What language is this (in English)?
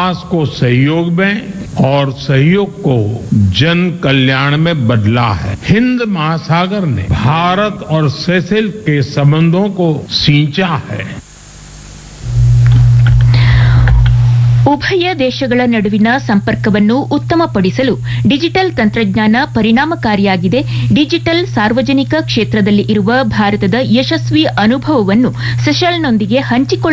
Kannada